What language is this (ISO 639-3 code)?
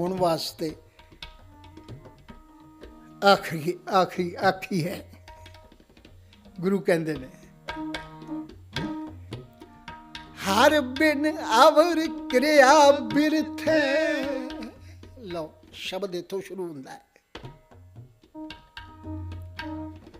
pan